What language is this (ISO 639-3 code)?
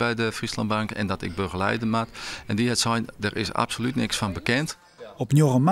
fry